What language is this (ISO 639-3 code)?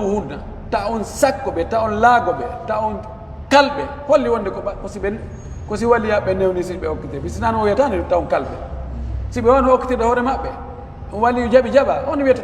fuf